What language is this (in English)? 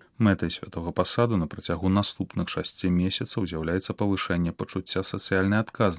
Belarusian